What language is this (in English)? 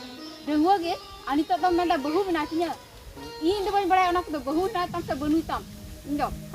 Santali